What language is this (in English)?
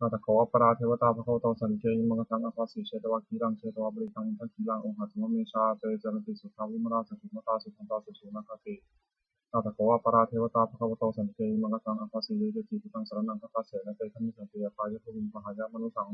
Pali